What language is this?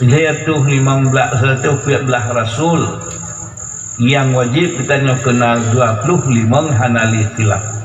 Achinese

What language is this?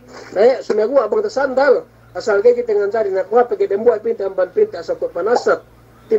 Yakan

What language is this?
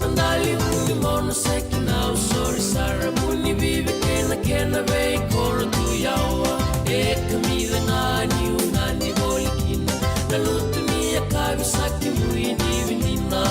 Fijian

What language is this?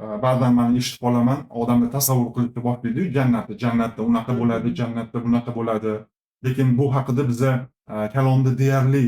Uzbek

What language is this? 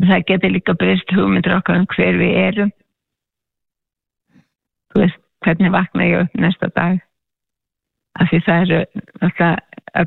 Icelandic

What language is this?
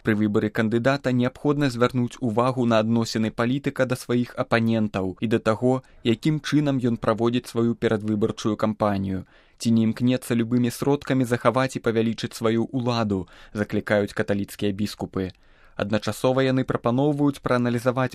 Belarusian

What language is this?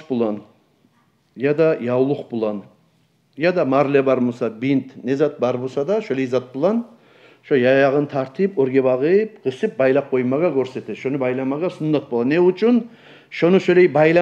Kumyk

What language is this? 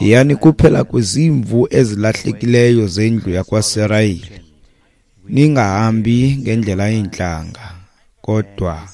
Xhosa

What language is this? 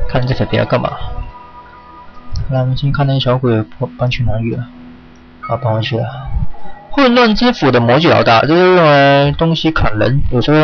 Chinese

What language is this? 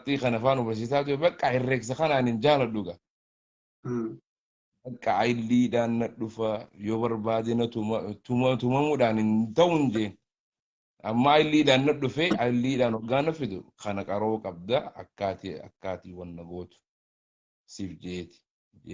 Oromo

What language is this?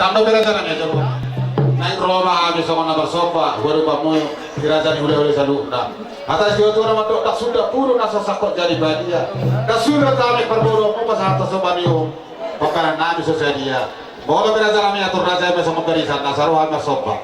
Batak Toba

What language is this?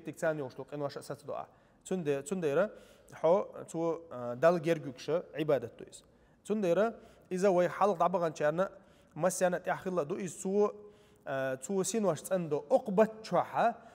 Chechen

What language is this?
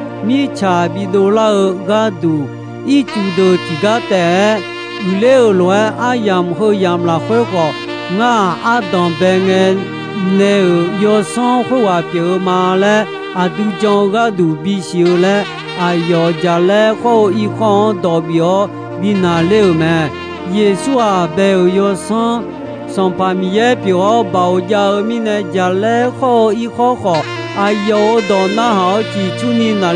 Akha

